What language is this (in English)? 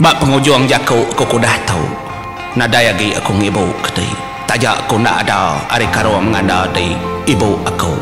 Iban